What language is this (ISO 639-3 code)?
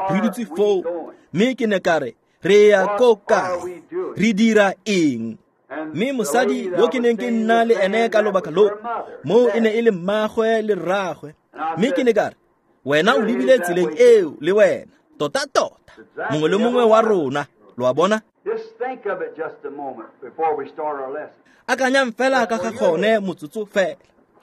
tsn